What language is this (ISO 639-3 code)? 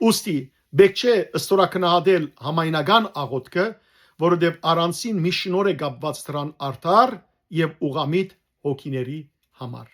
hyw